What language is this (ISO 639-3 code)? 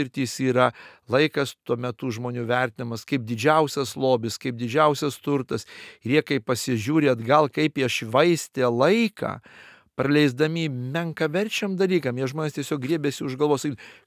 lit